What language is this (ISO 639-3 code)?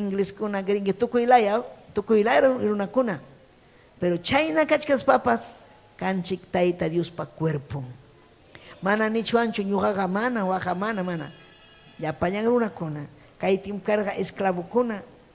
quy